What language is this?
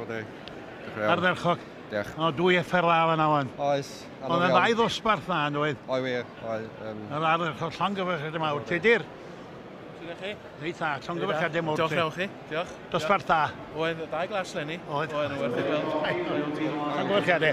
Welsh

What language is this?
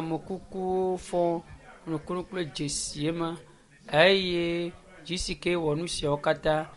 Ewe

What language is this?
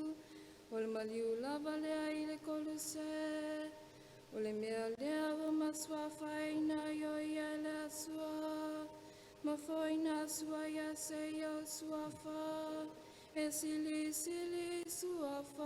Samoan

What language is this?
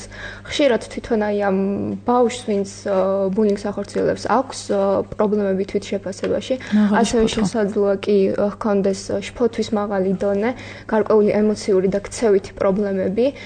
Georgian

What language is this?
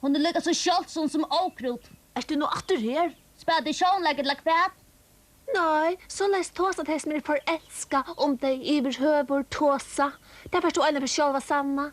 Faroese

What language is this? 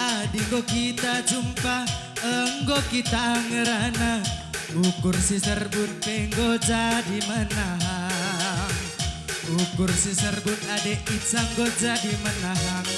Batak Karo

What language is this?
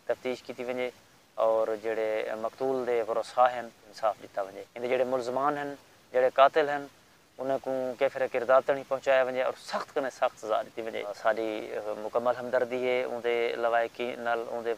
Saraiki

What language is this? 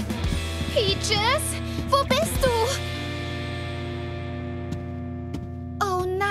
German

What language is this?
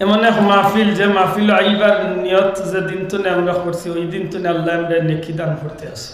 Sylheti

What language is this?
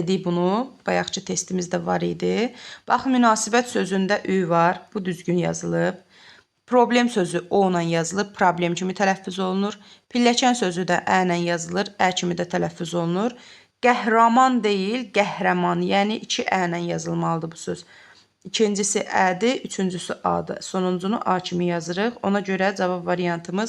Azerbaijani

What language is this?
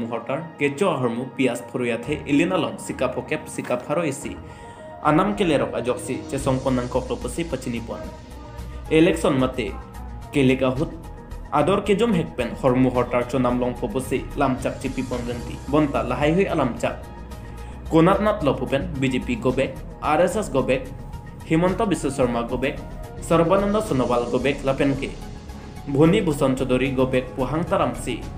Karbi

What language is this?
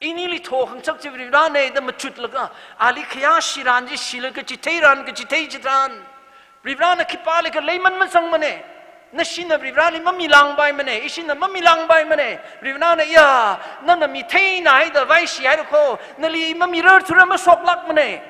Tangkhul Naga (India)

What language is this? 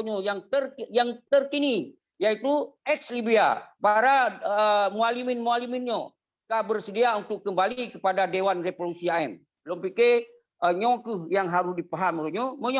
Achinese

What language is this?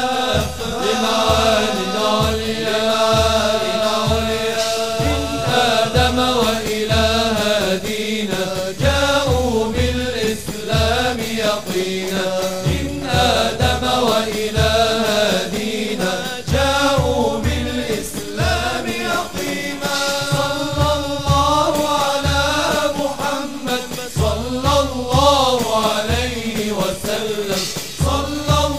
Arabic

